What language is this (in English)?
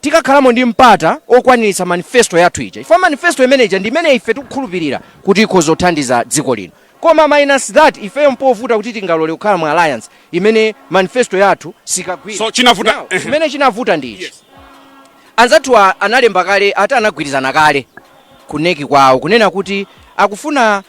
Nyanja